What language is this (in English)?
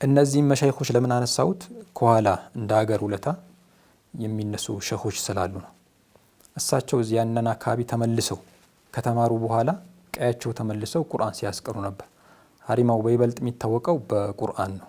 Amharic